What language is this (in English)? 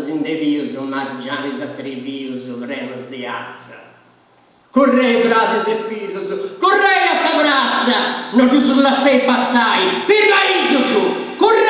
Sardinian